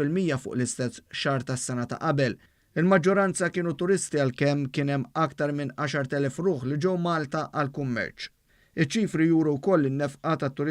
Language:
Maltese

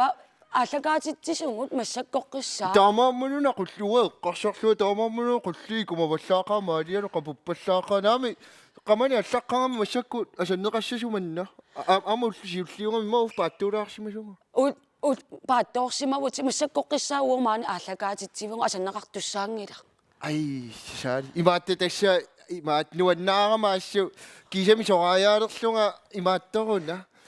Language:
Kalaallisut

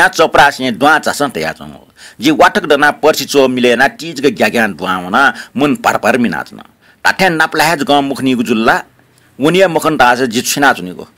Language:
Newari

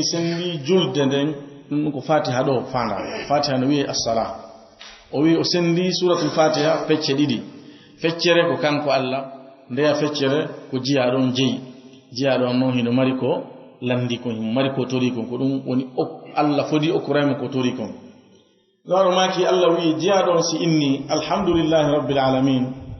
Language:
Fula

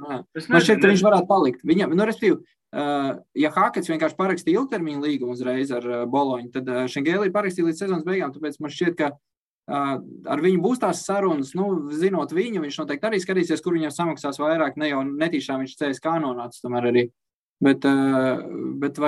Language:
Latvian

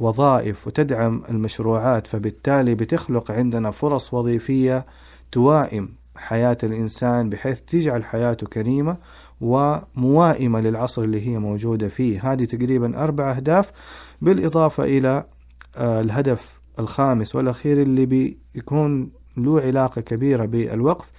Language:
Najdi Arabic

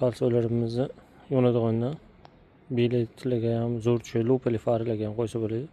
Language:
Uzbek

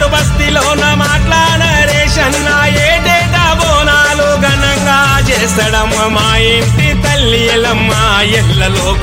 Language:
Telugu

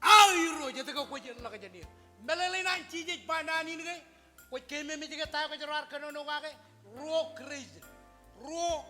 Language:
Marshallese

